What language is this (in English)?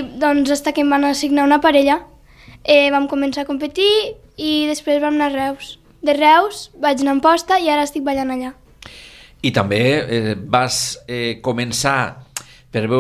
Catalan